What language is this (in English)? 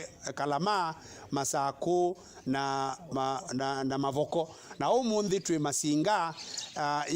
Kamba